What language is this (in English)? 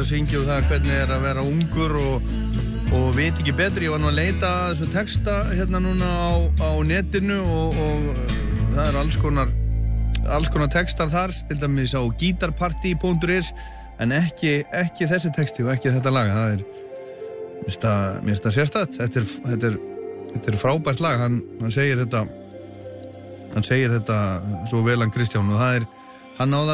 Icelandic